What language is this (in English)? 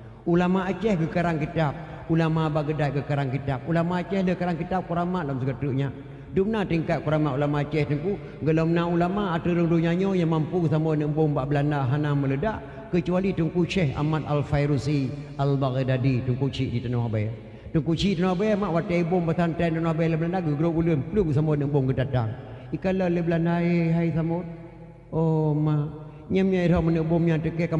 Achinese